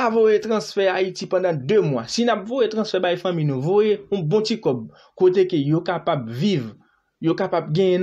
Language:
Haitian Creole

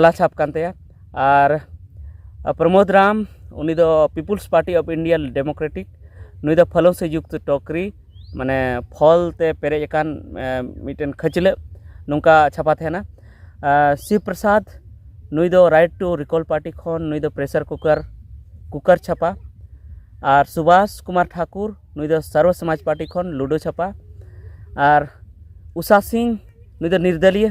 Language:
Santali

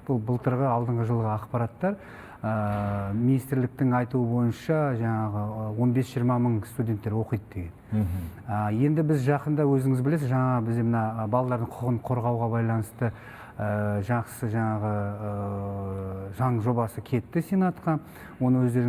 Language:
Kazakh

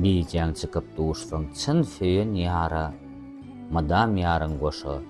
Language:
Turkmen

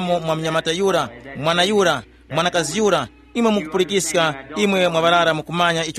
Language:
Tumbuka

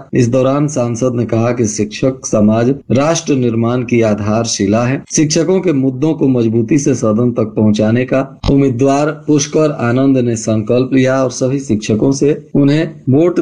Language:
Hindi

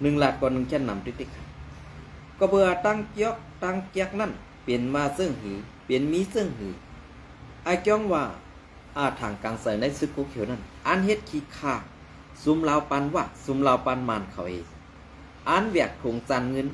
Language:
Shan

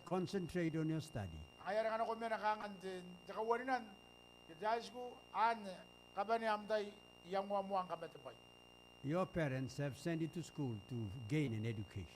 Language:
Gilbertese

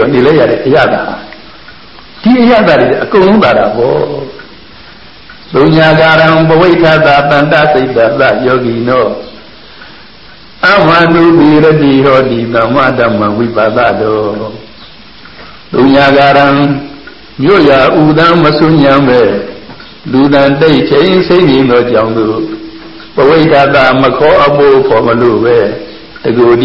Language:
Burmese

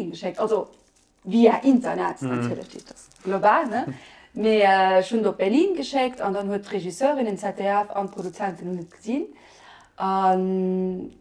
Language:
Luxembourgish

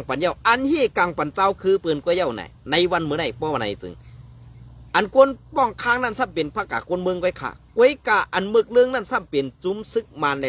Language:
Shan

